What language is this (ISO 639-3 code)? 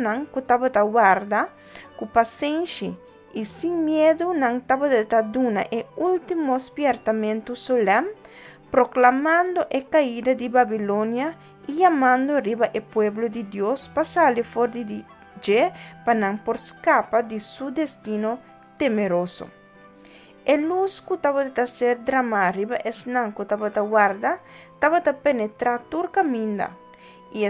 pap